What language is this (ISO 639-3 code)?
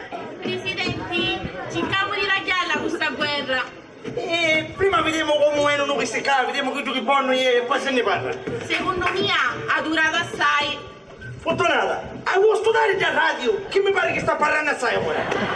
scn